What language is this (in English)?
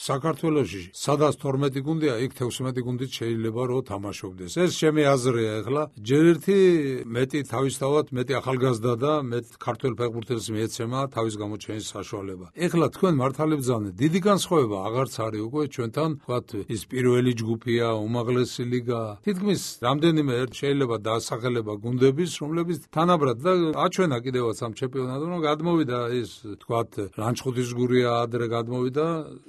Georgian